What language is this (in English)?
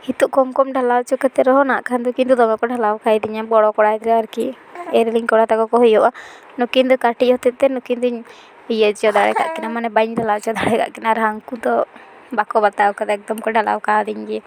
Santali